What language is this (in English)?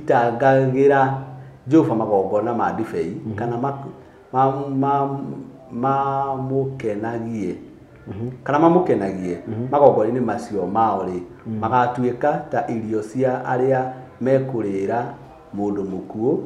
Kikuyu